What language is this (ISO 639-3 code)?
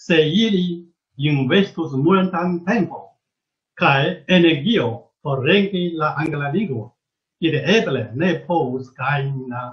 epo